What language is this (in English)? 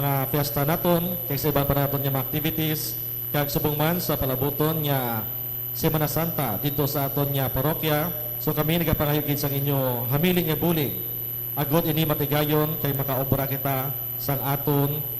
Hiligaynon